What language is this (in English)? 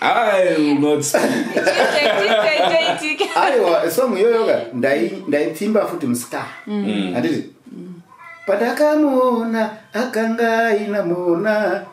Shona